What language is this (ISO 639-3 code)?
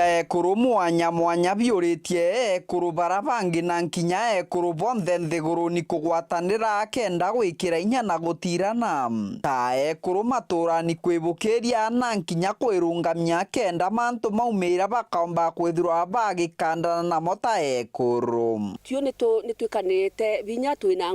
mer